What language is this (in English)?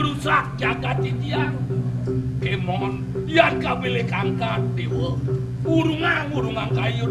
Balinese